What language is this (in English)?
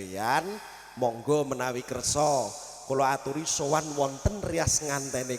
Javanese